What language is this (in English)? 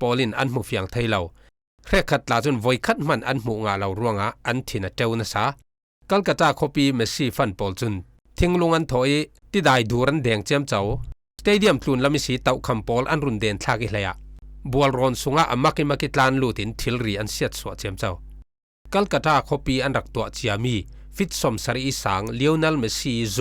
Falam Chin